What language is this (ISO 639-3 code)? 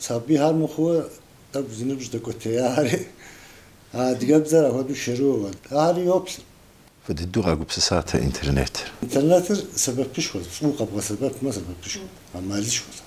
kbd